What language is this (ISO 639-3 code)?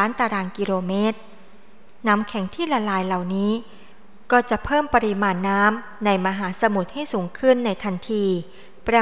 tha